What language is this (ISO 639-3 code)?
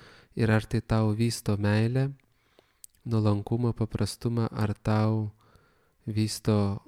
lit